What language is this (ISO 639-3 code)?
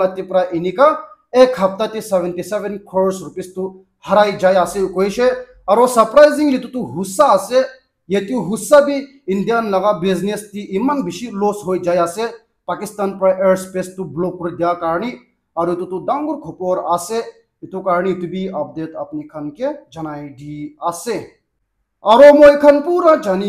nag